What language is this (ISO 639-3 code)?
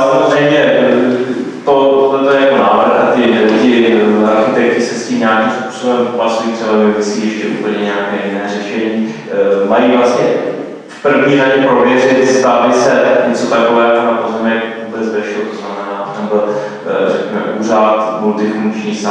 ces